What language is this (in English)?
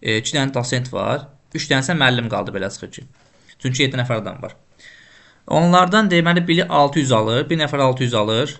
Azerbaijani